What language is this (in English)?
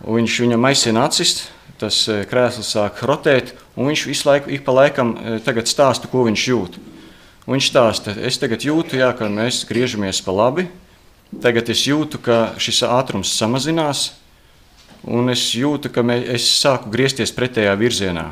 Latvian